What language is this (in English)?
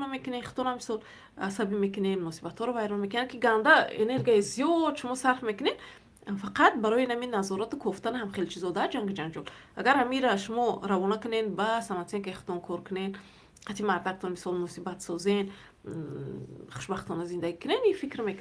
Tajik